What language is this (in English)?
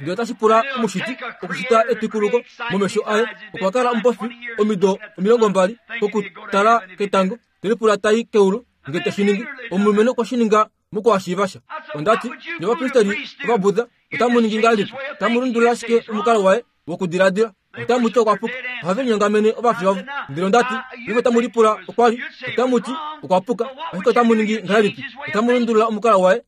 Kuanyama